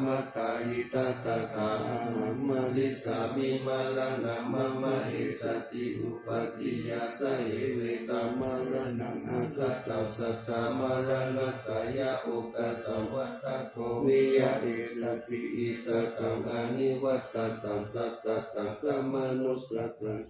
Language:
Pali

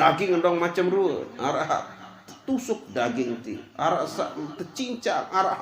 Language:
Sasak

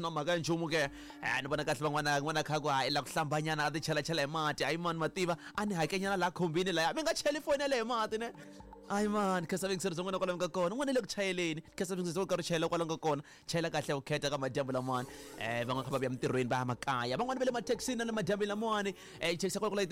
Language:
Tsonga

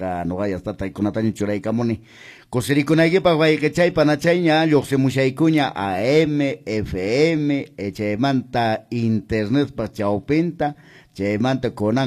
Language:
Quechua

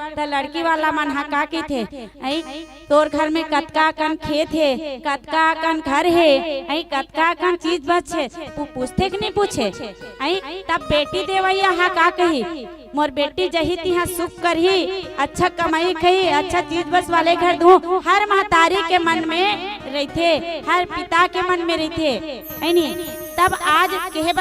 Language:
Chhattisgarhi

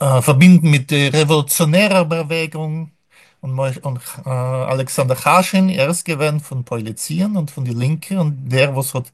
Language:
Yiddish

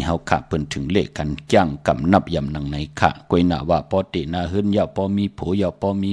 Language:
Shan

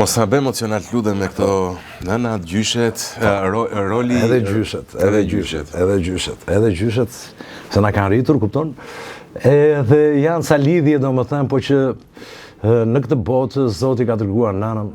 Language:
Albanian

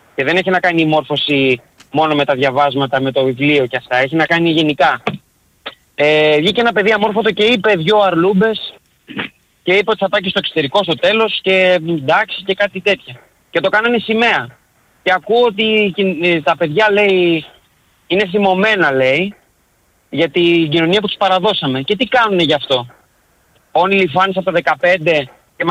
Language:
Greek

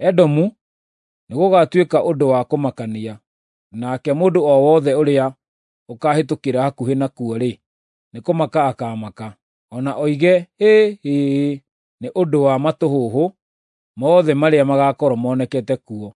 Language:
Kikuyu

